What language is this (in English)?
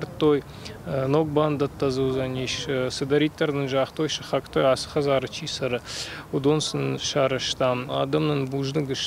Ossetic